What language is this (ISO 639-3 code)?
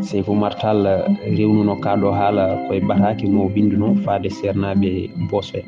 ful